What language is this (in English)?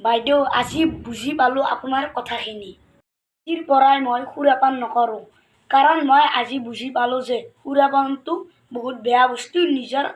Assamese